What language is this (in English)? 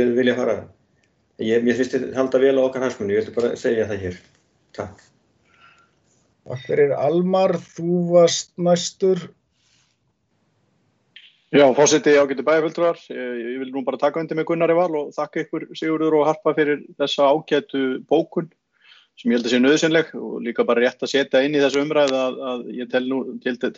Icelandic